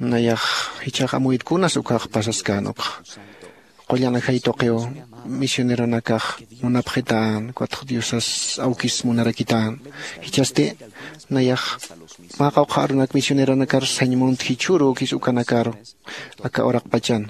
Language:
Aymara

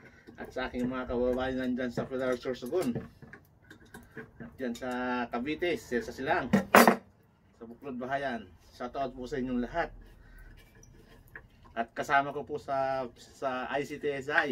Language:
Filipino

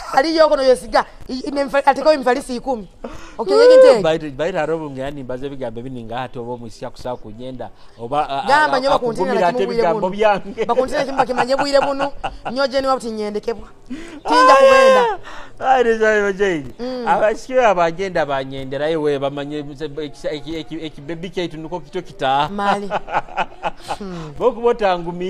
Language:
Nyoro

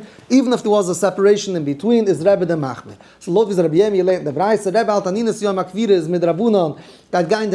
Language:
Yiddish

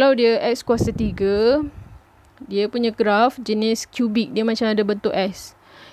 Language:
Malay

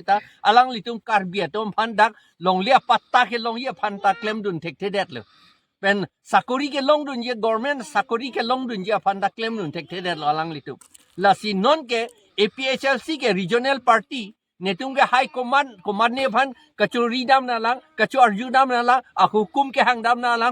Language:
Karbi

